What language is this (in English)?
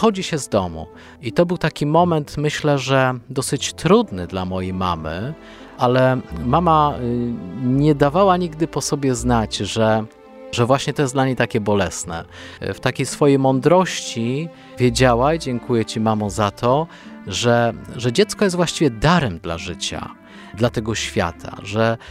Polish